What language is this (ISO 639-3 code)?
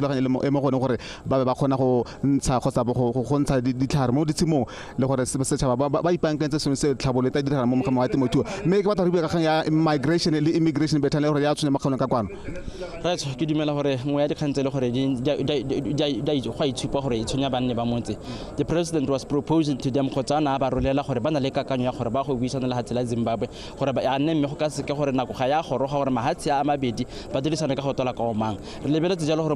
tsn